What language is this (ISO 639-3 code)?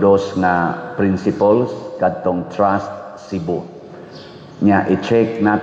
ceb